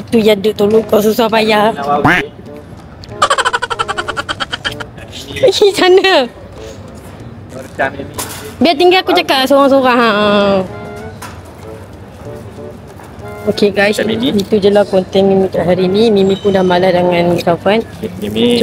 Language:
Malay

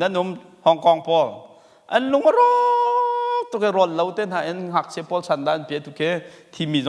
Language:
Hakha Chin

